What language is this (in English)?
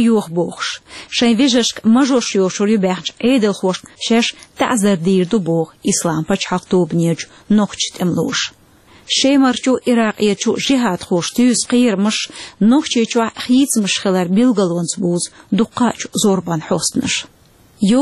Chechen